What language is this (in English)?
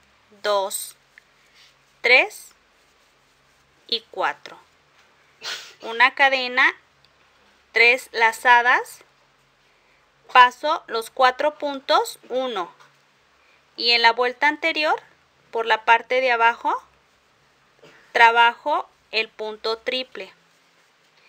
Spanish